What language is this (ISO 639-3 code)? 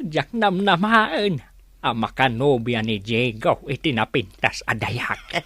ilo